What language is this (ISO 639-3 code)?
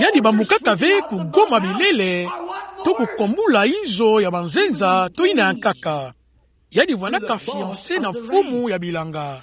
ktu